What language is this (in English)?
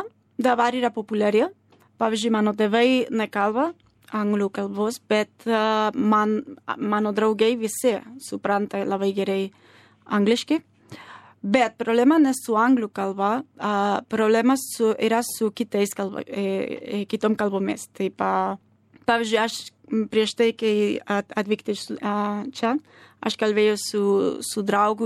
Lithuanian